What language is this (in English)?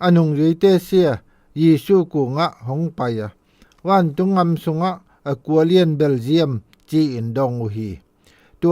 Zou